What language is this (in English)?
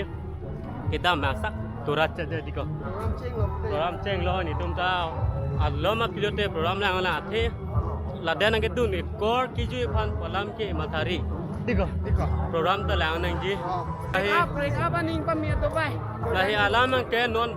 Karbi